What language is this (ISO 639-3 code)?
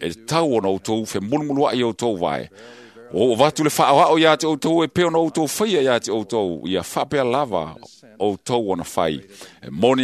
smo